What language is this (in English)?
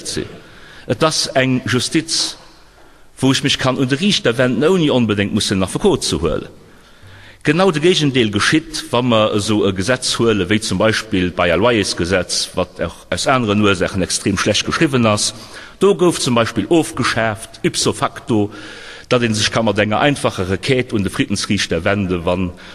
Luxembourgish